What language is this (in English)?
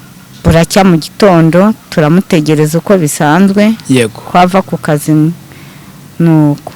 Kinyarwanda